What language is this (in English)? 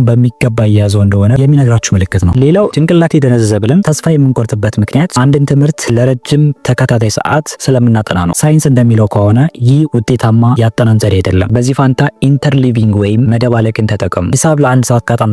Amharic